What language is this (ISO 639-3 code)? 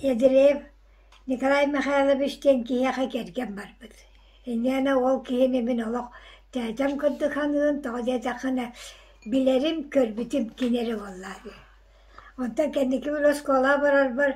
sah